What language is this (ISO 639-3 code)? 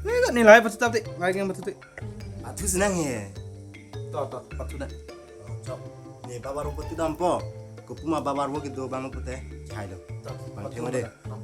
mjw